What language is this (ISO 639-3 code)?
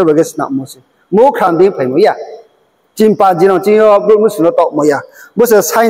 ria